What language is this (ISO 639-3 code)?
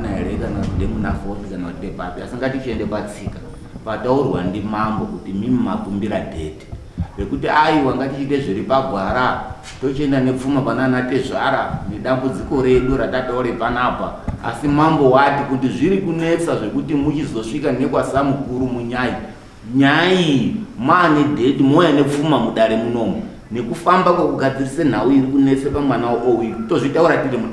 sna